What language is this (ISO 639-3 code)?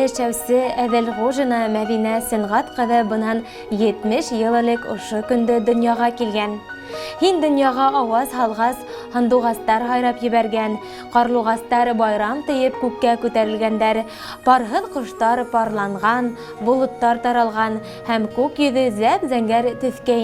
bak